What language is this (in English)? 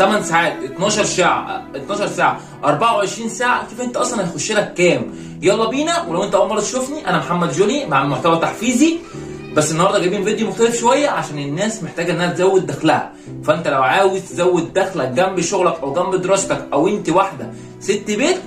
Egyptian Arabic